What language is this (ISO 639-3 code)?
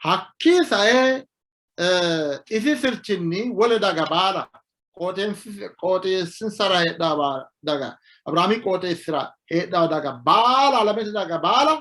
sid